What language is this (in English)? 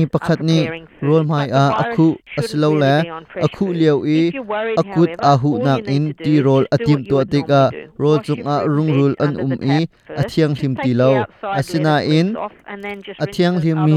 Hakha Chin